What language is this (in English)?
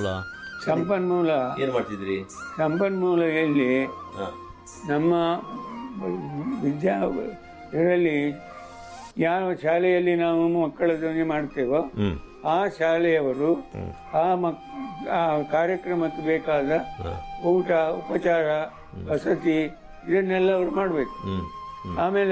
Kannada